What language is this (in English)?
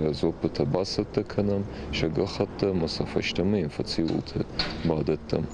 Ossetic